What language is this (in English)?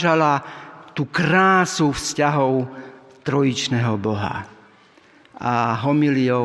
Slovak